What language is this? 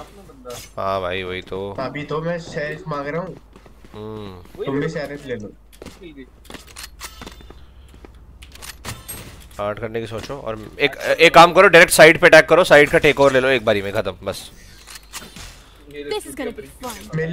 Hindi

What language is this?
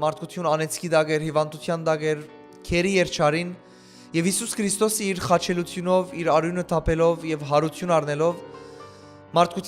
Western Armenian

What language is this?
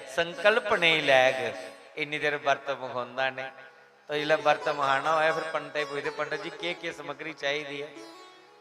Dogri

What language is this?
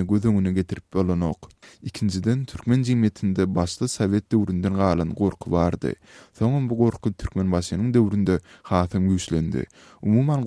Kyrgyz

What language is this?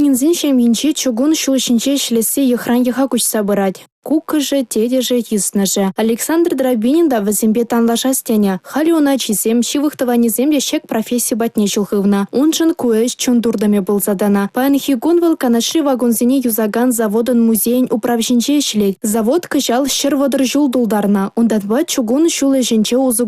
Chuvash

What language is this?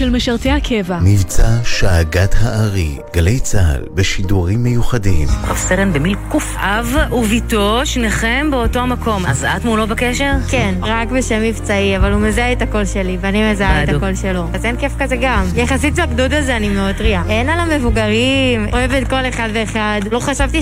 Hebrew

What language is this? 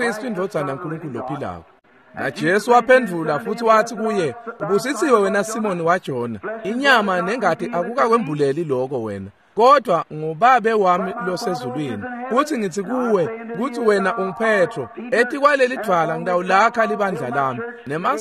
Swati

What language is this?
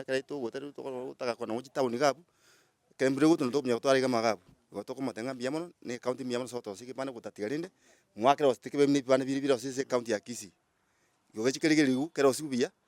Gusii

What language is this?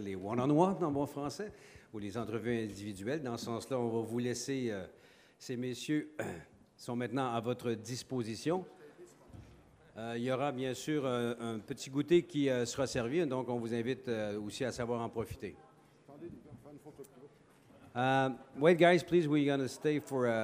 French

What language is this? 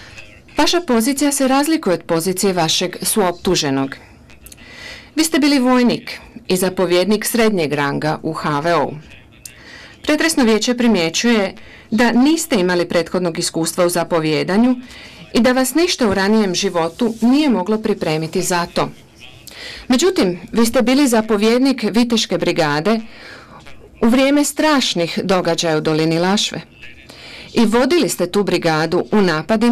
Croatian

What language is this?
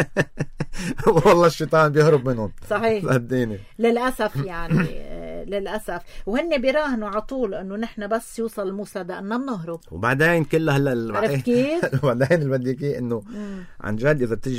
North Levantine Arabic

